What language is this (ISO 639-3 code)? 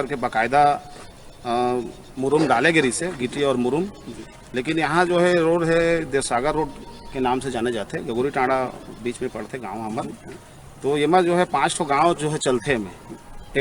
hne